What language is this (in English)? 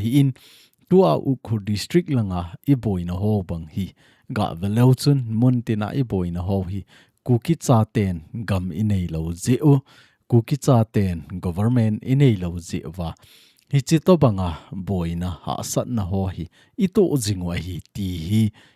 Thado Chin